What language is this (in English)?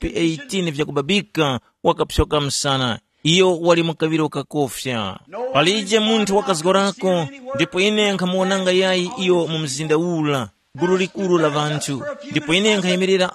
Tumbuka